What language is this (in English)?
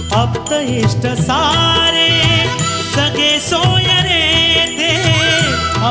Marathi